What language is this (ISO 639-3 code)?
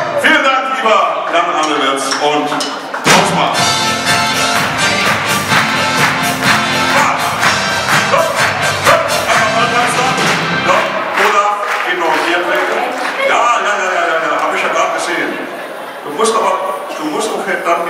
deu